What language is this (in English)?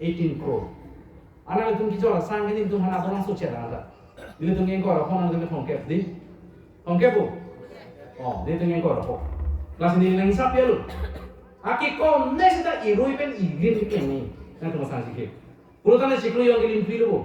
Karbi